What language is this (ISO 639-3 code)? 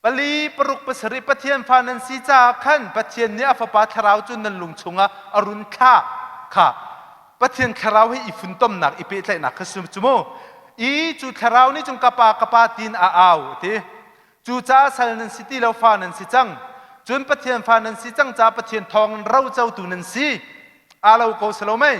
cnh